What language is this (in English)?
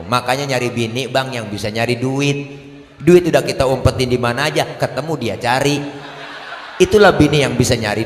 Betawi